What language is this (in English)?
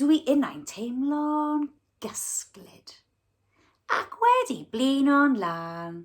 Welsh